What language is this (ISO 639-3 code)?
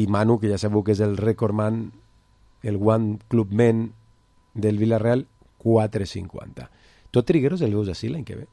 cat